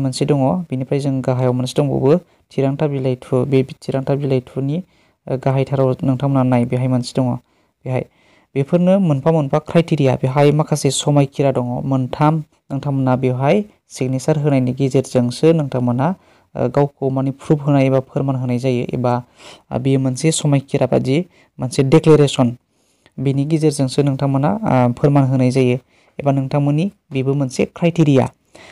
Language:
Bodo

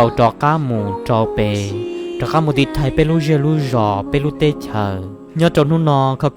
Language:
Hmong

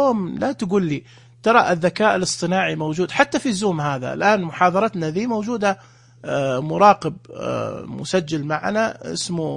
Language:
Najdi Arabic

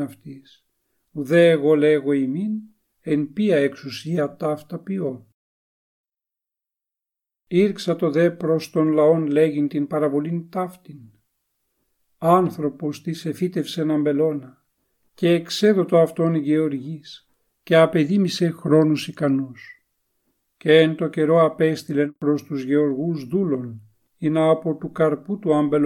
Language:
Ancient Greek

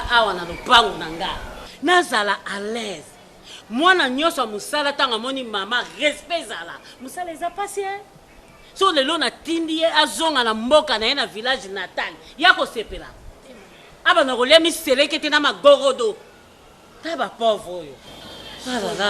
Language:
Lingala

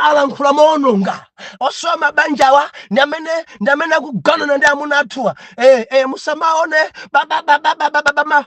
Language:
Nyanja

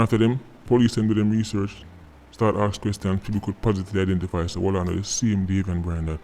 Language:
Jamaican Creole English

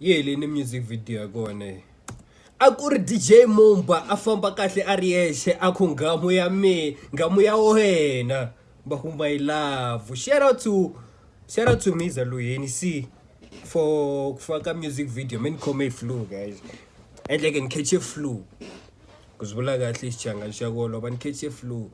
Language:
Tsonga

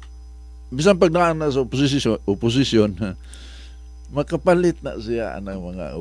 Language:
Cebuano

